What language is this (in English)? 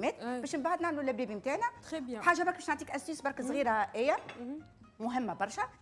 Tunisian Arabic